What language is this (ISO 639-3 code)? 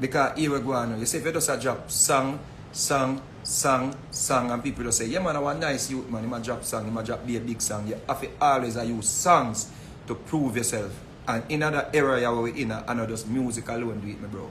jam